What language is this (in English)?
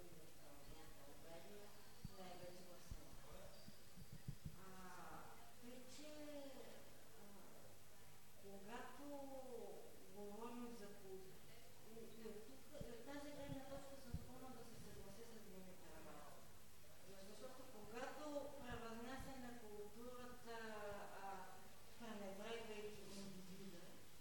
Bulgarian